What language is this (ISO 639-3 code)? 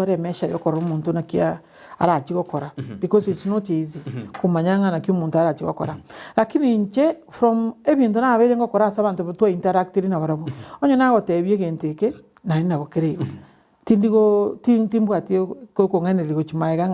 guz